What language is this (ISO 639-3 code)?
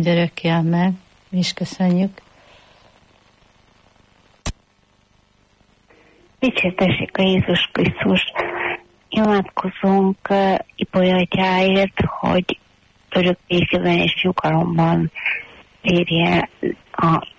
hun